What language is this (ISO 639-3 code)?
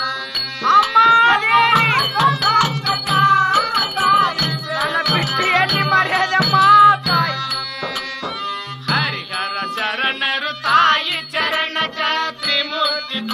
kan